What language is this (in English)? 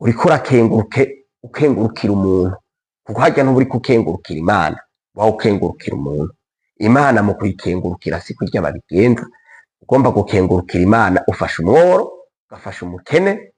Rundi